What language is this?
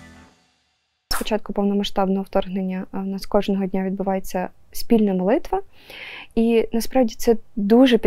Ukrainian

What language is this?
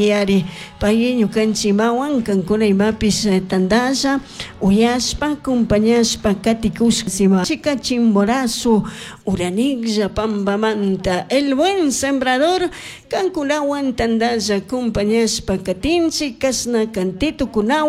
Chimborazo Highland Quichua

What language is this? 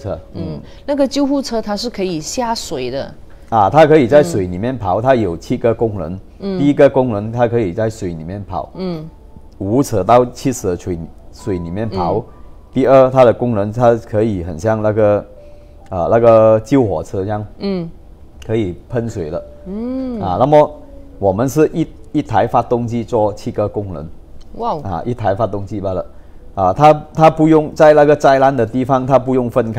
Chinese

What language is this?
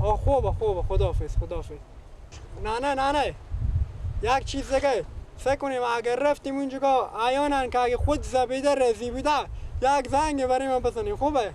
Persian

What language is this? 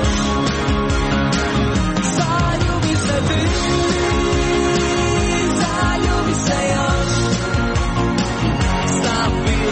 Croatian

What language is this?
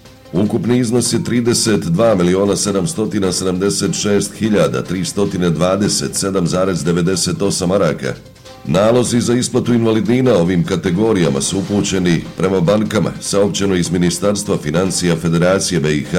Bosnian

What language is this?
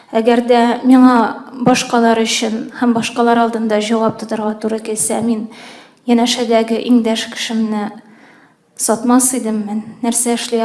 Tatar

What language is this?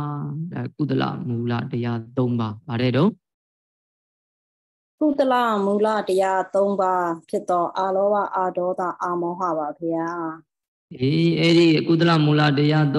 Burmese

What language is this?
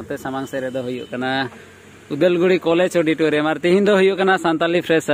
Santali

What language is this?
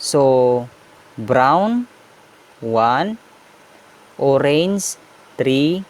Iloko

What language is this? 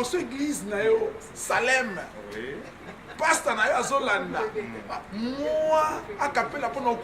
Lingala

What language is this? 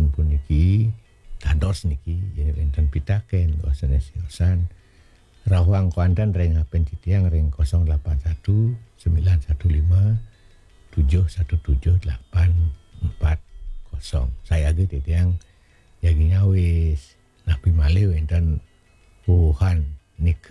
Balinese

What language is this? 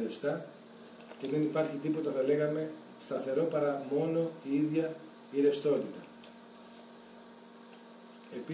Greek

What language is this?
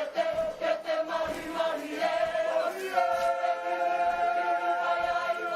Māori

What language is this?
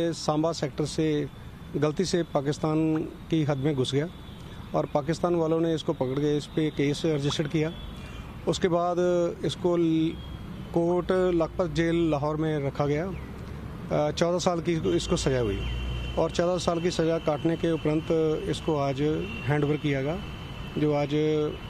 Hindi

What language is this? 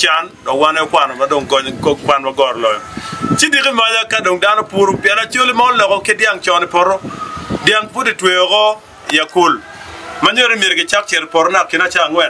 Acoli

